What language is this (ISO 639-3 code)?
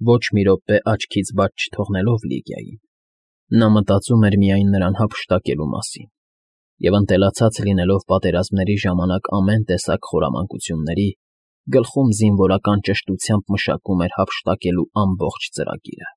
hye